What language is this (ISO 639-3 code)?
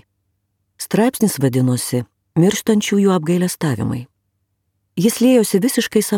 lit